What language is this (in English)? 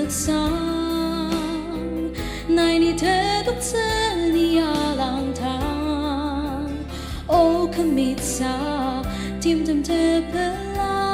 Ao Naga